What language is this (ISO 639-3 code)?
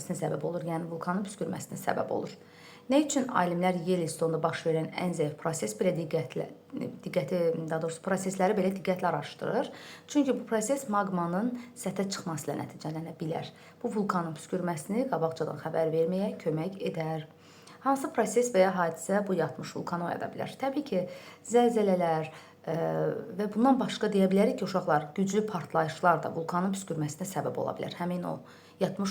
aze